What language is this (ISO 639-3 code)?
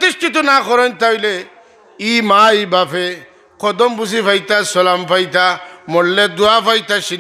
syl